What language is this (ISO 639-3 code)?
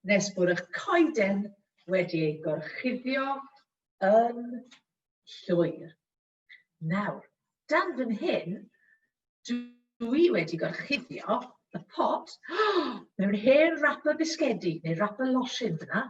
cym